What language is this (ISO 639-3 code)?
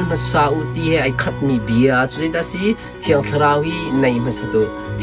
cnh